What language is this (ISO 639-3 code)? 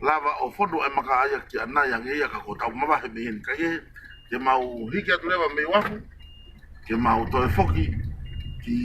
ton